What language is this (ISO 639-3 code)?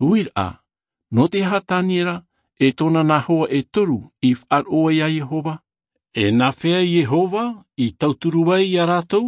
tah